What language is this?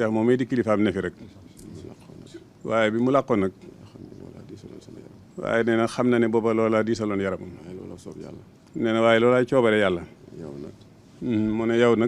Wolof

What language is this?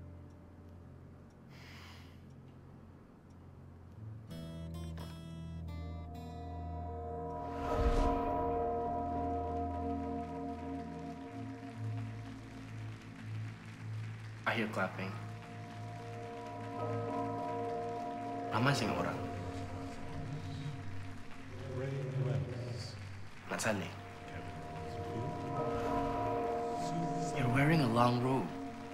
Malay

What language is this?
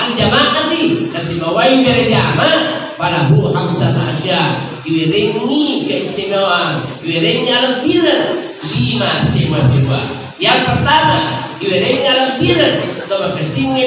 Buginese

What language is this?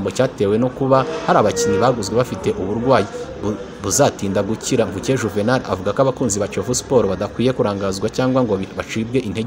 Kinyarwanda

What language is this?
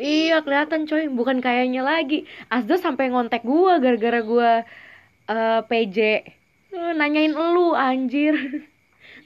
Indonesian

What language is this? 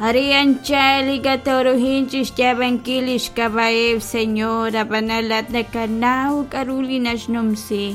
Kekchí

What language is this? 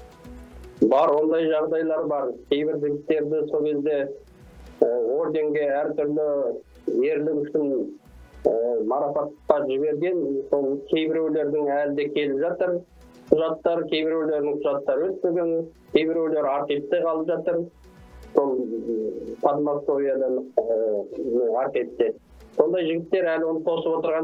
Kazakh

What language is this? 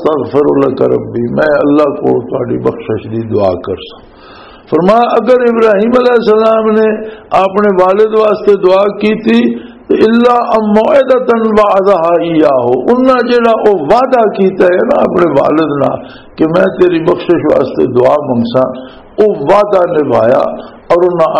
Western Panjabi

